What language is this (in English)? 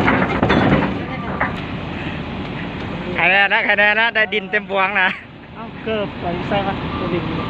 Lao